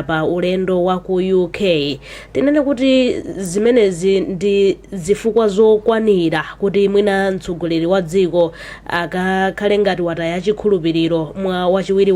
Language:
Nyanja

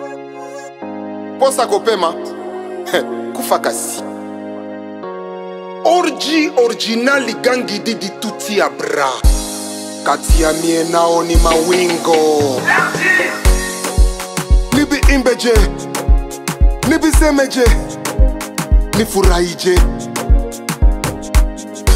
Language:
Swahili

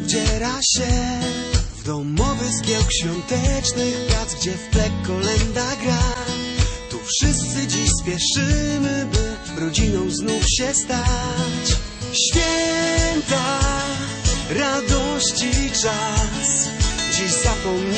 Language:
Polish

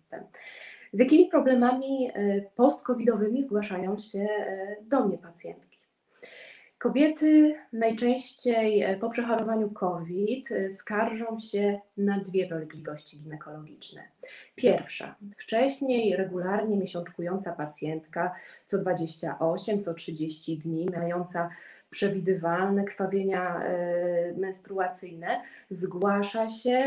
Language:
Polish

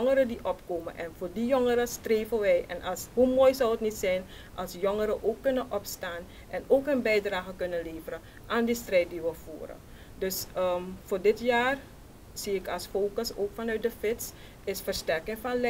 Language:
Dutch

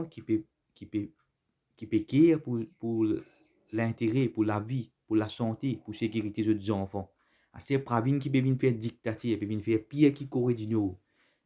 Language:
Morisyen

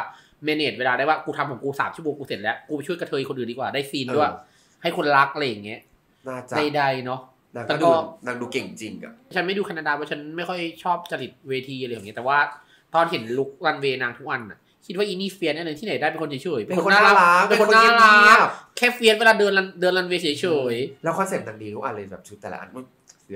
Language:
Thai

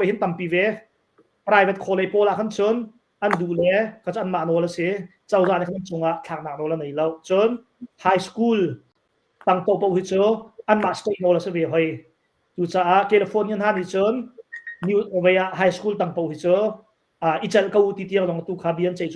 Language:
Hakha Chin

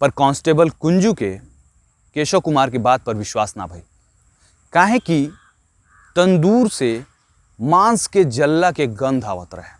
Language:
Bhojpuri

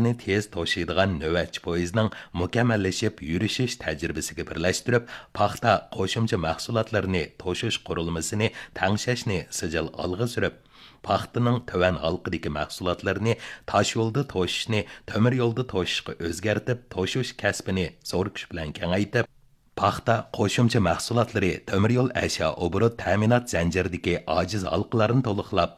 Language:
Uyghur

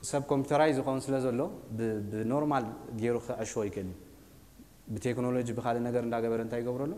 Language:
Tigrinya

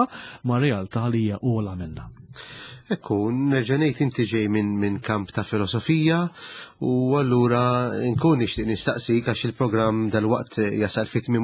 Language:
Maltese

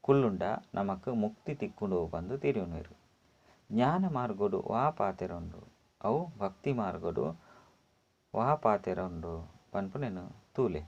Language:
Tulu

